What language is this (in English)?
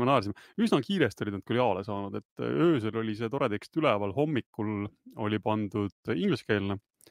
Estonian